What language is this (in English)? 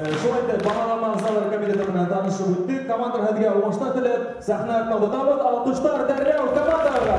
Bashkir